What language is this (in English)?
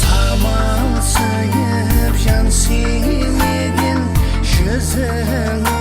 Kara-Kalpak